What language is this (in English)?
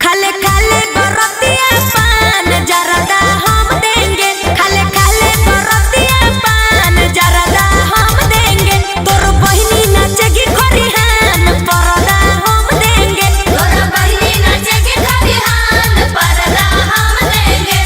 Magahi